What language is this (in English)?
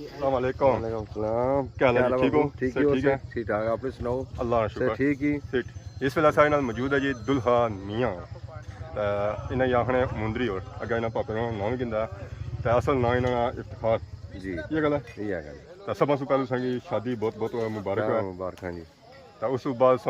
Pahari-Potwari